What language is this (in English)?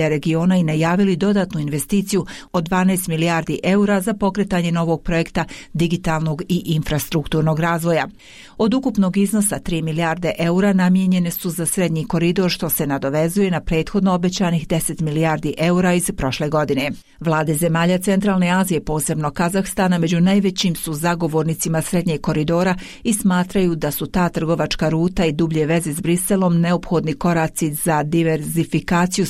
Bosnian